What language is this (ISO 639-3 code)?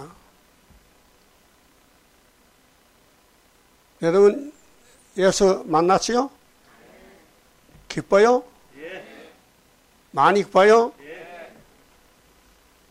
kor